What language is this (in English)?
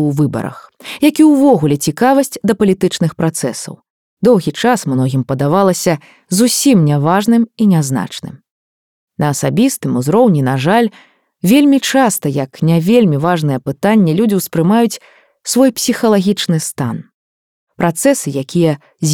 Belarusian